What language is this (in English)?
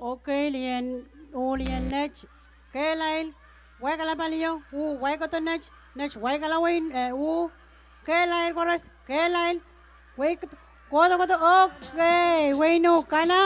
Pohnpeian